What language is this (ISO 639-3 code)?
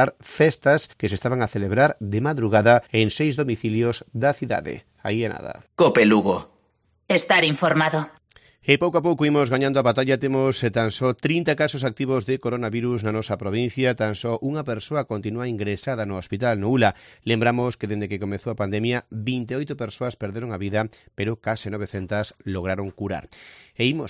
glg